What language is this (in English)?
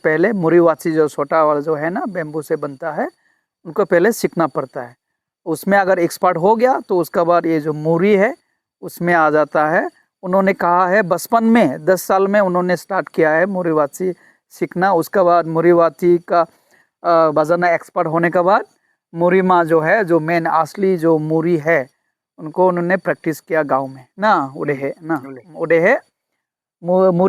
Dimasa